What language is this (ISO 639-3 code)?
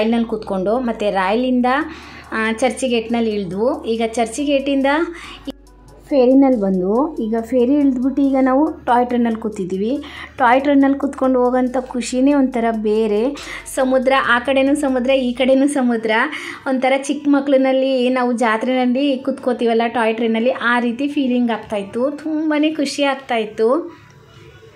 kan